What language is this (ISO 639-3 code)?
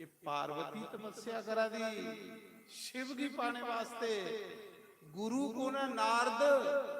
doi